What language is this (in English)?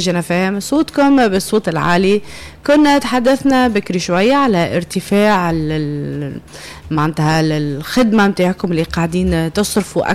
Tunisian Arabic